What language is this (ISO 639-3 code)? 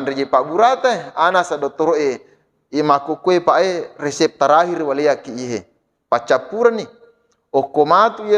bug